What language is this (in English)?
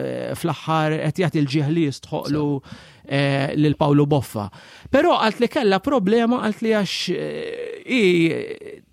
Maltese